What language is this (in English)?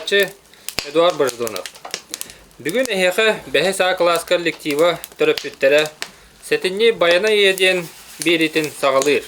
Yakut